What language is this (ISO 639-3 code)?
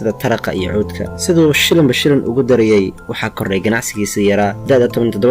som